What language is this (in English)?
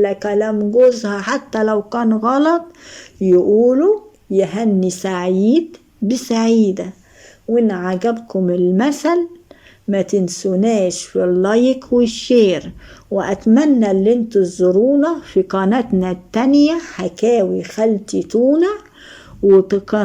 Egyptian Arabic